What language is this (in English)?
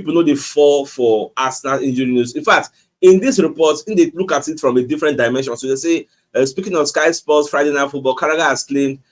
Nigerian Pidgin